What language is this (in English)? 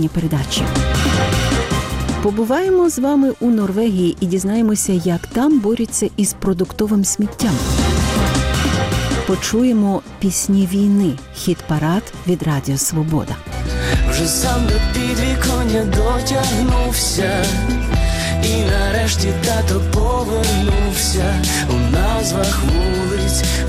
Ukrainian